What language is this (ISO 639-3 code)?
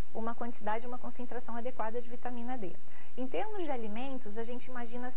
por